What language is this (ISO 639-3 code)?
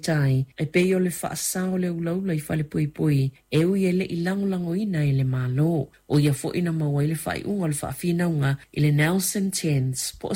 smo